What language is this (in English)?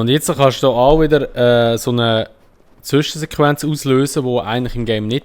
Swiss German